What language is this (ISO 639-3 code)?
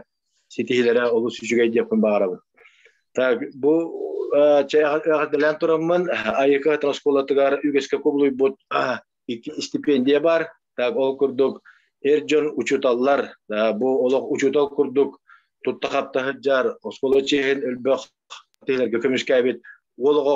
sah